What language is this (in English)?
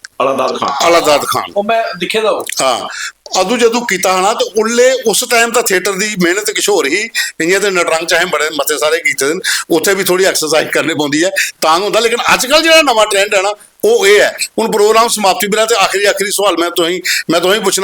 Dogri